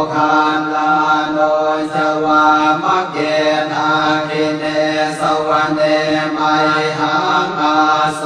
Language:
Pali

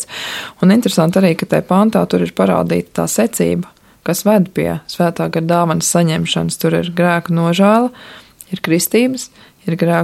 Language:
Latvian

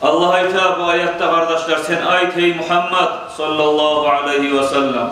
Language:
Kumyk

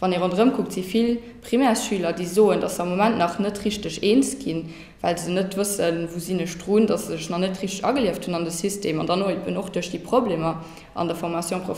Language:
Luxembourgish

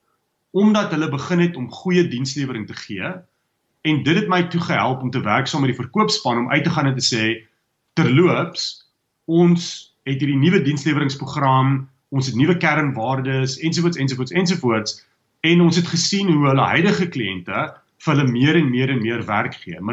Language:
Afrikaans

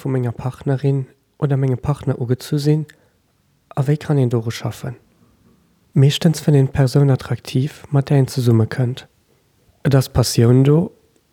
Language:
Luxembourgish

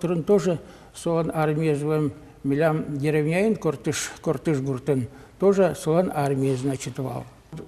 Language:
Udmurt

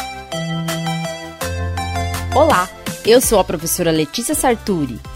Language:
Portuguese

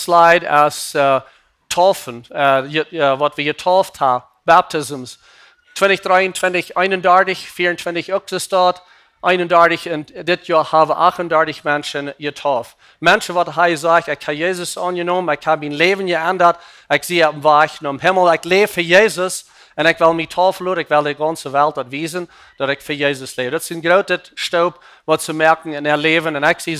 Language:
Plautdietsch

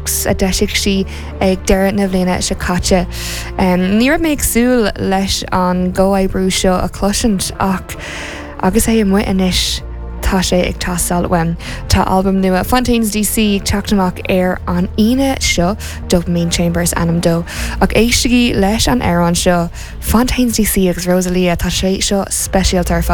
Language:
Irish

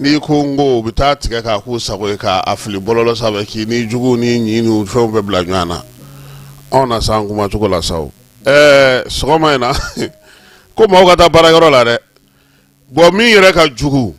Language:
Bambara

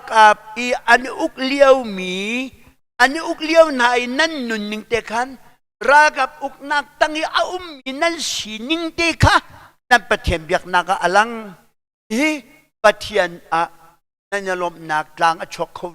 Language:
Hakha Chin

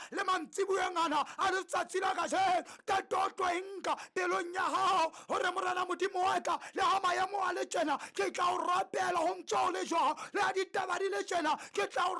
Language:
Southern Sotho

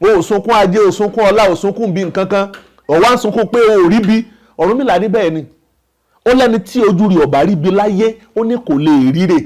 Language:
Yoruba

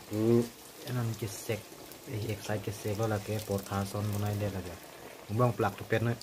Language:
Karbi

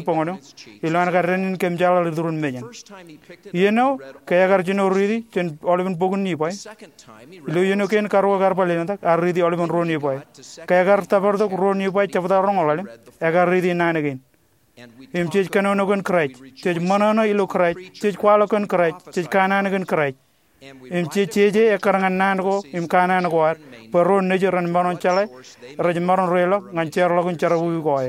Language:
Marshallese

